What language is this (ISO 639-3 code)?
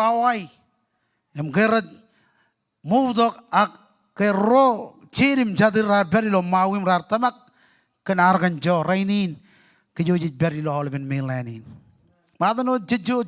mah